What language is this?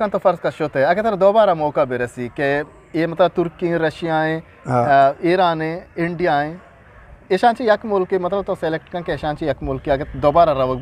Eastern Balochi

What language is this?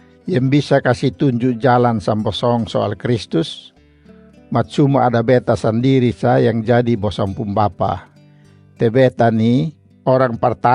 Kupang Malay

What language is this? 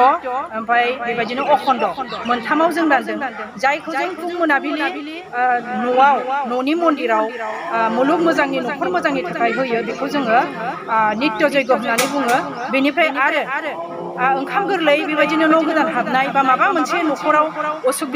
Bodo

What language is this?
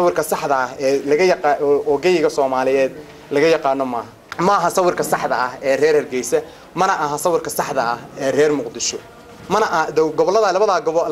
Somali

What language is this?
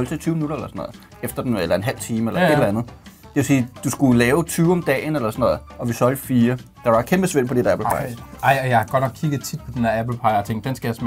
Danish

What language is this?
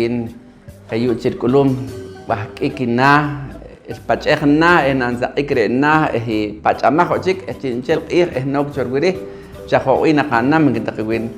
Poqomchi'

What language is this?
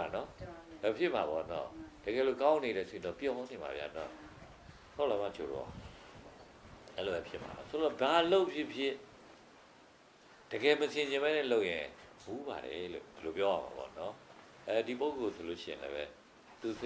Burmese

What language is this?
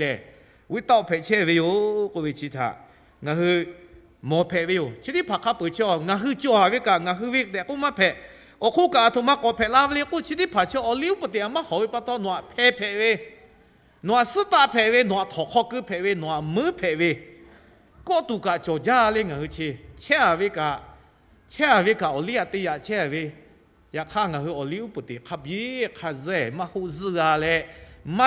Lahu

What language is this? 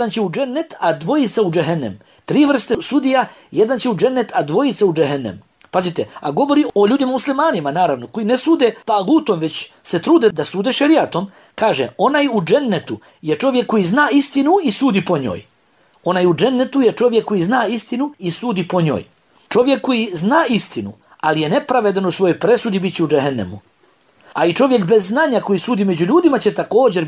Bosnian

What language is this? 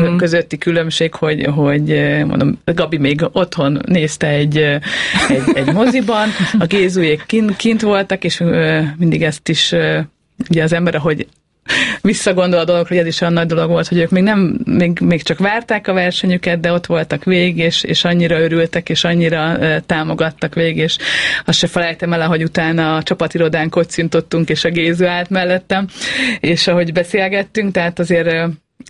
Hungarian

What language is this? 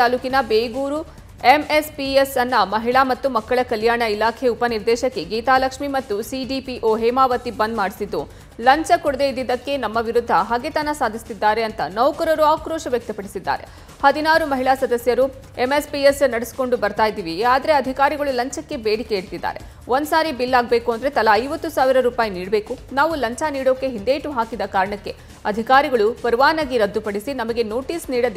Kannada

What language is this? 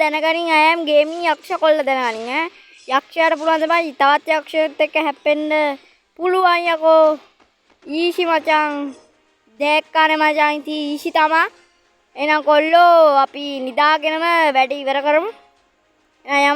Sinhala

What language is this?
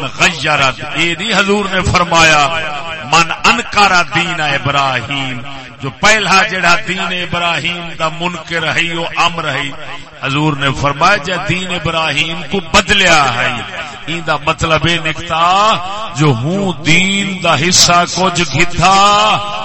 Saraiki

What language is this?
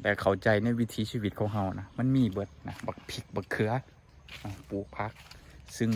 Lao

